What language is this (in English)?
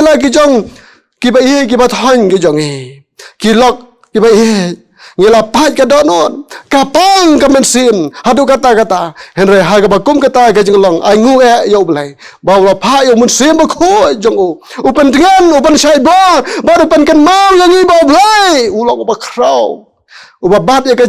Khasi